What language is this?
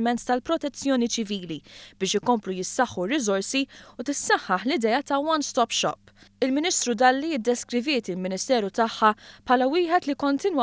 Maltese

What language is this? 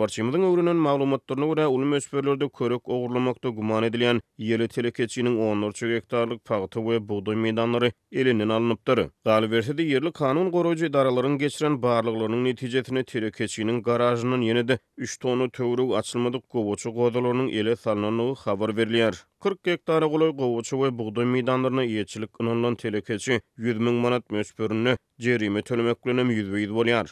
Turkmen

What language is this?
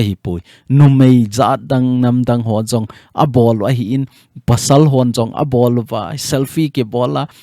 Thado Chin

